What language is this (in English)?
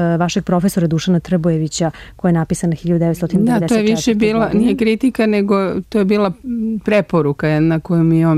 Serbian